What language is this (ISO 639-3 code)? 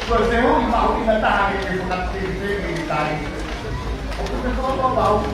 ton